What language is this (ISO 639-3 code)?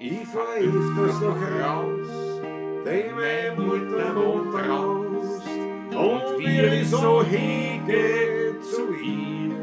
bar